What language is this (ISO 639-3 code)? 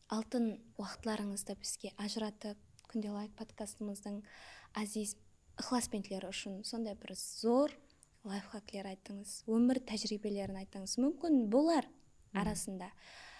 kaa